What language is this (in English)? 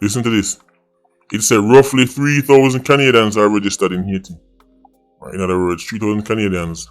Jamaican Creole English